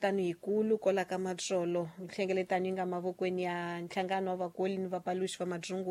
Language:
Tsonga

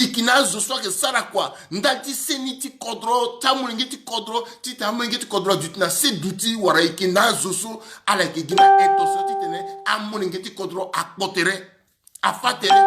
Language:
Sango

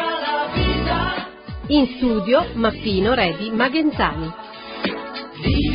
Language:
Italian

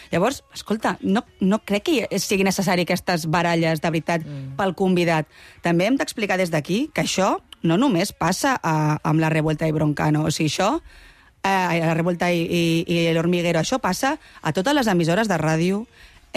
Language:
Catalan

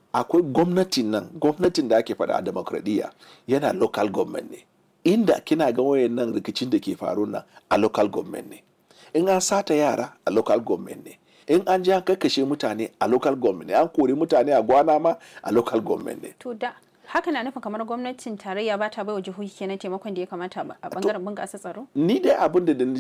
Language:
Hausa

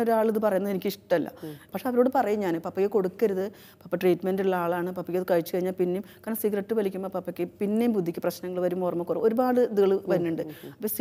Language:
Malayalam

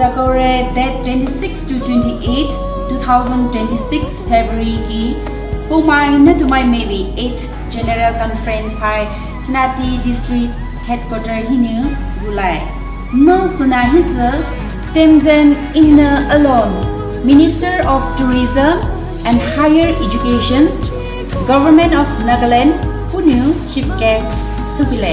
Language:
Poumei Naga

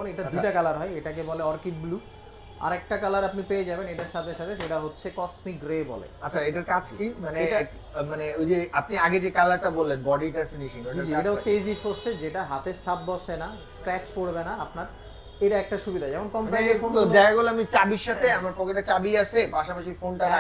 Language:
Bangla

